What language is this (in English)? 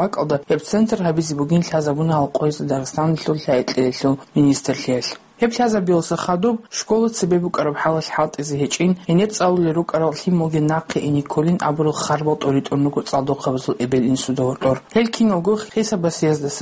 Avaric